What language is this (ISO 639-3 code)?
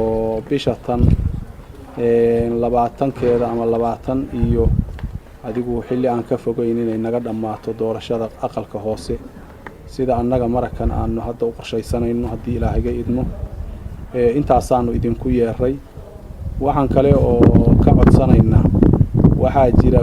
som